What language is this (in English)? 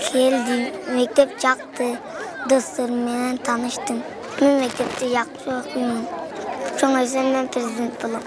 Kyrgyz